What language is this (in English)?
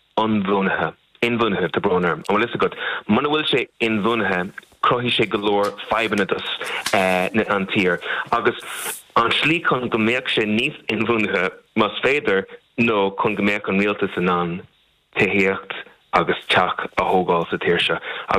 Irish